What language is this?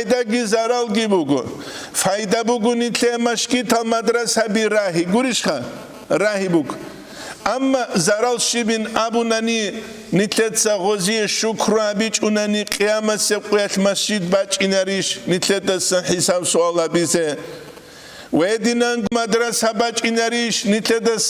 Avaric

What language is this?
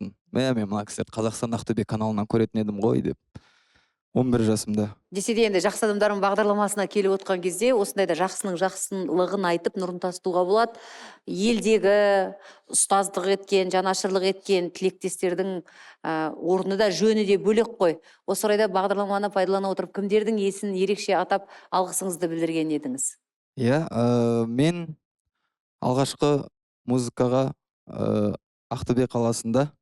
Kazakh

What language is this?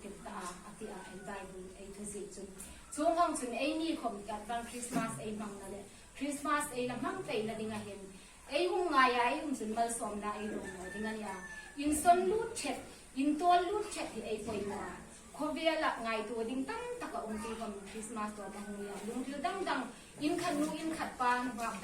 Hmar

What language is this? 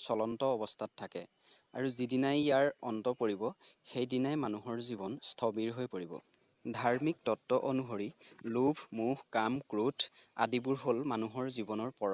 Assamese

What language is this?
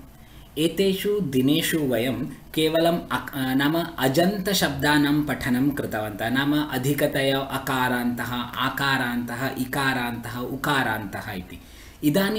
Sanskrit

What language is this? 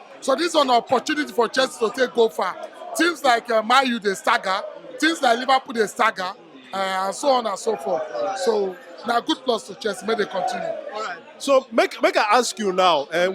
Nigerian Pidgin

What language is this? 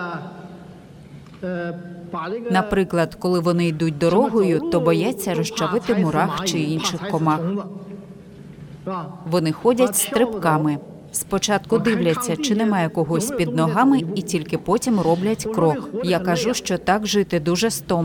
Ukrainian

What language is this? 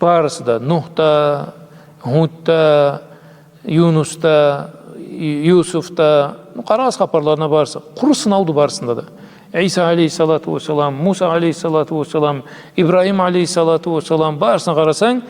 Karachay-Balkar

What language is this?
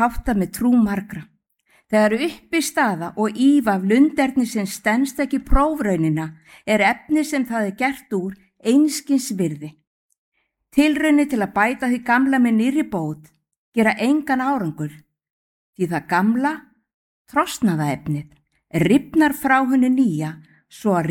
Icelandic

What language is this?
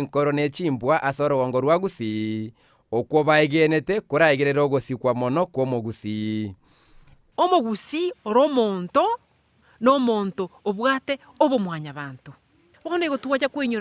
Gusii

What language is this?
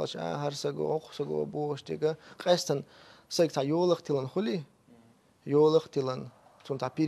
Chechen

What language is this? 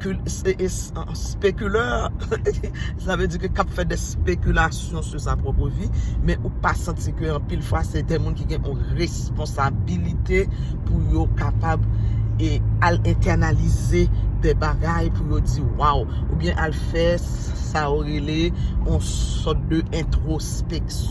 Haitian Creole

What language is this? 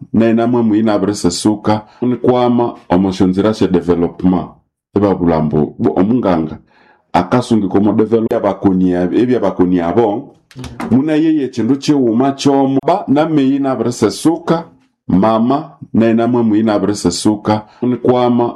Nande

